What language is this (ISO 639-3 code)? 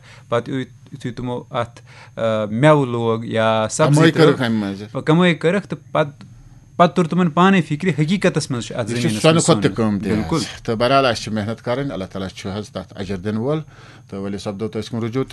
kas